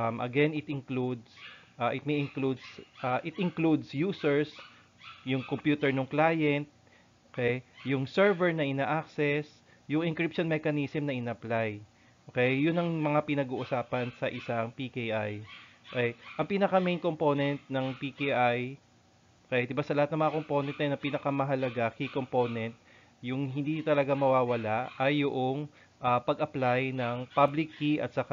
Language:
Filipino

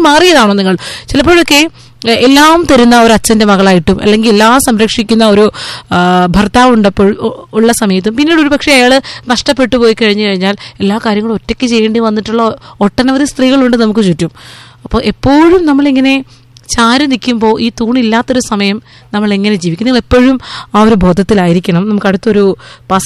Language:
Malayalam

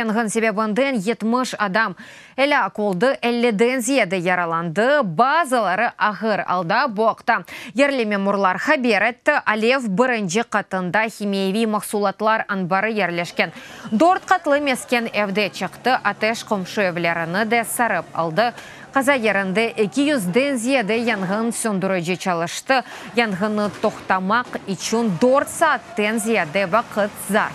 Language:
Crimean Tatar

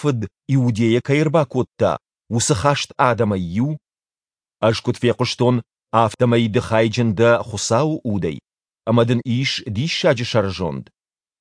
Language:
Ossetic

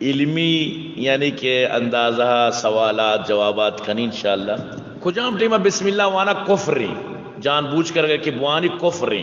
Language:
Baluchi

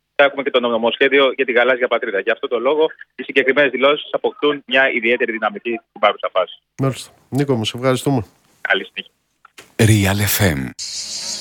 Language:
Greek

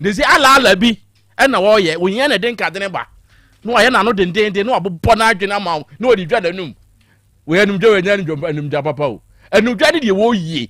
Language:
Akan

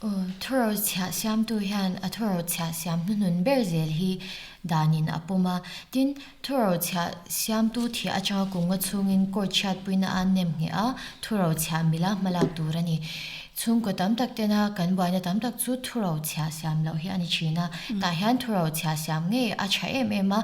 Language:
Mizo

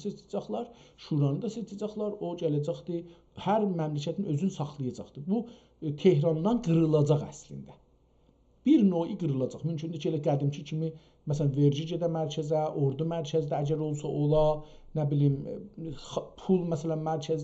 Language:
South Azerbaijani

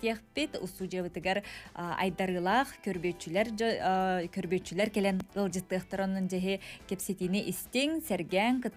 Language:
Yakut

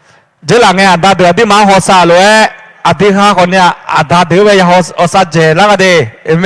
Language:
Akha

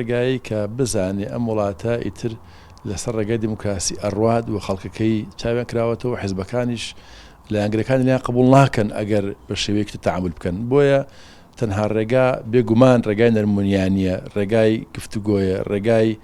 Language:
Central Kurdish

